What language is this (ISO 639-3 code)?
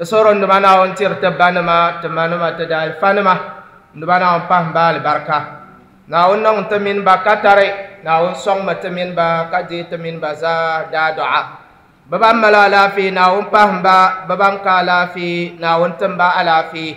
dag